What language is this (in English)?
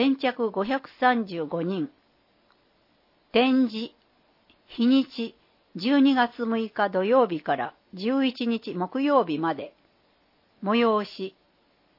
Japanese